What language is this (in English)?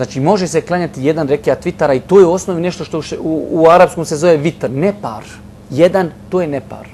Bosnian